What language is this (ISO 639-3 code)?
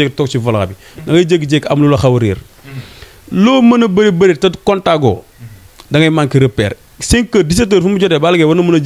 wol